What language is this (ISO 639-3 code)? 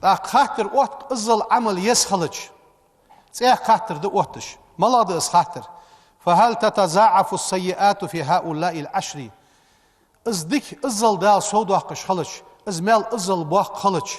inh